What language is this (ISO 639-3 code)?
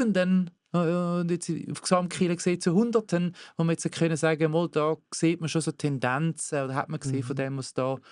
gsw